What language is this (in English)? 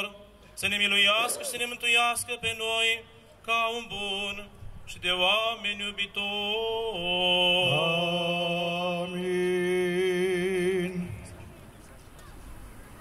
Romanian